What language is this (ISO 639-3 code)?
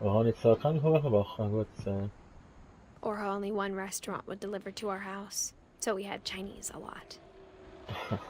gsw